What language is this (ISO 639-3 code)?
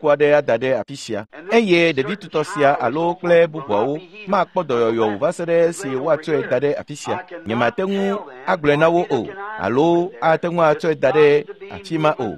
ewe